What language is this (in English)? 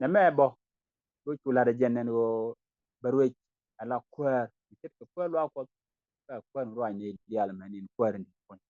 Nuer